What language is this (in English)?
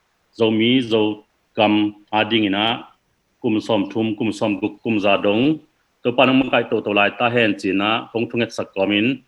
Tedim Chin